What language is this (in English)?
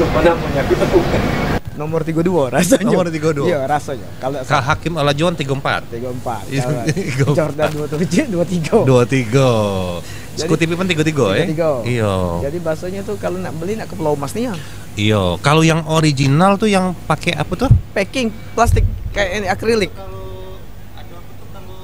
Musi